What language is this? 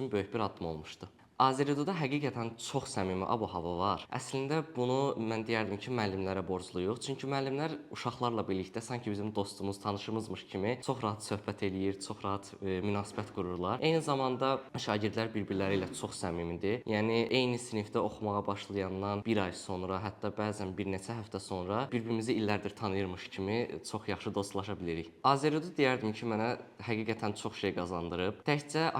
Azerbaijani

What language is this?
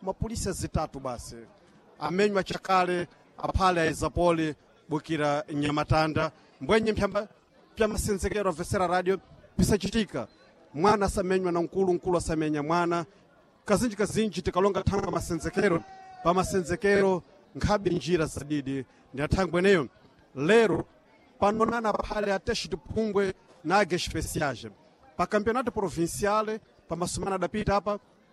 Sena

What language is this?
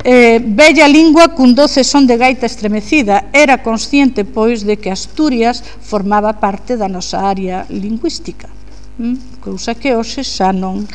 Galician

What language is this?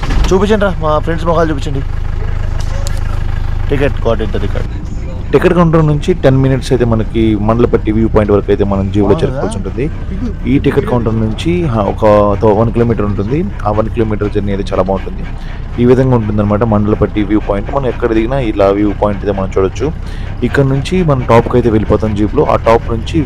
Telugu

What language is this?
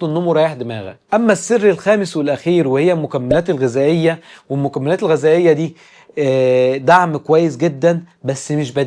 Egyptian Arabic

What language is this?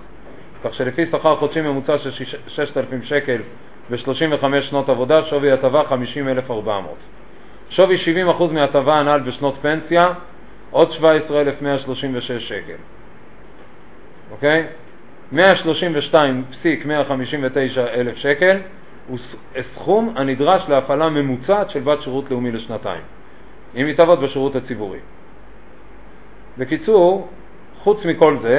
Hebrew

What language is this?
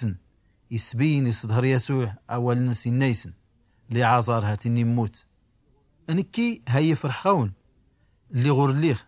Tachelhit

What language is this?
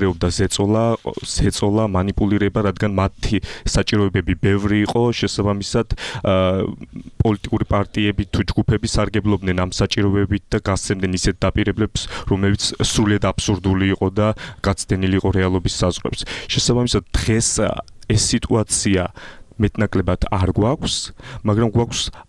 Georgian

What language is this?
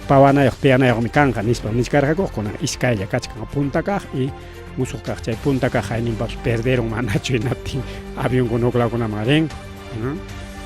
Ayacucho Quechua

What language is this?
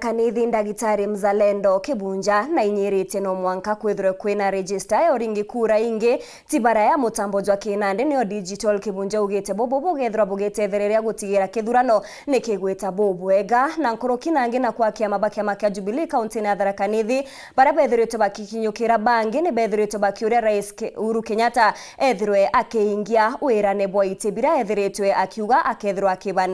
Meru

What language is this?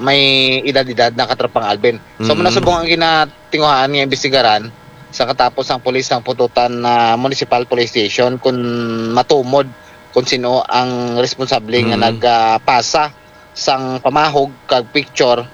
Hiligaynon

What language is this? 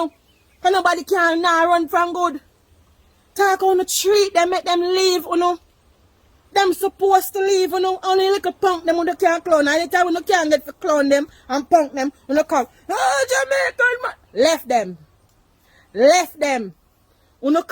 Jamaican Creole English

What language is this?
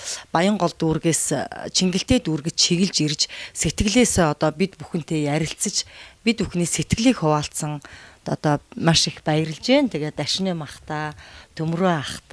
Mongolian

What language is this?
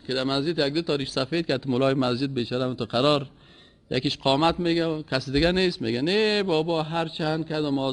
Persian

